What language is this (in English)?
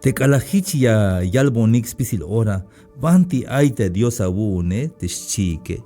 Tzeltal